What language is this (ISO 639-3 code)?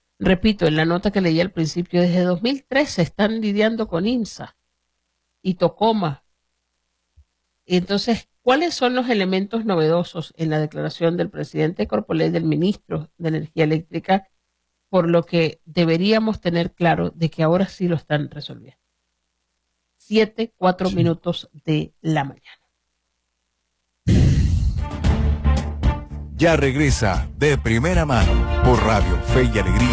spa